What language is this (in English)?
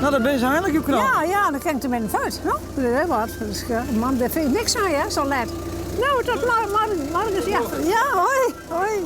Western Frisian